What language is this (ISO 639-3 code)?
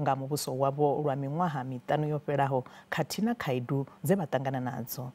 ven